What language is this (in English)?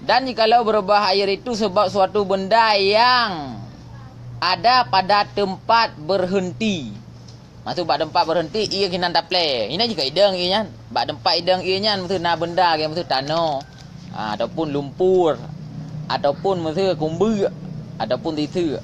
Achinese